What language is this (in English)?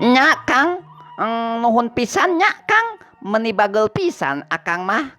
Sundanese